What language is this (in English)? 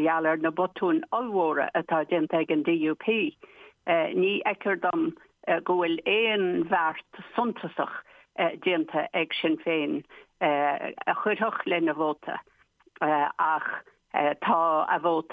Irish